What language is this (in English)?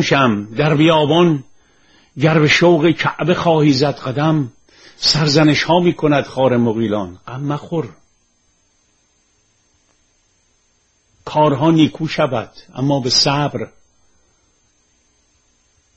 Persian